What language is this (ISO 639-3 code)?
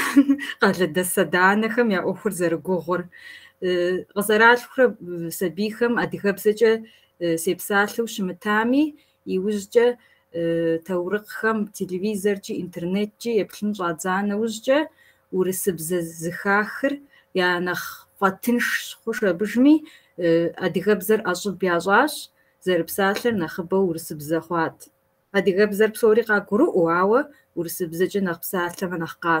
kbd